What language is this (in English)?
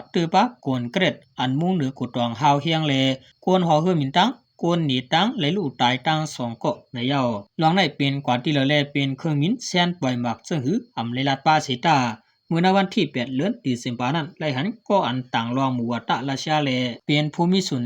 Shan